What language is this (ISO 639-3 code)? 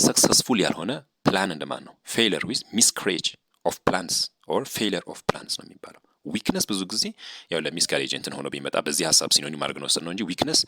amh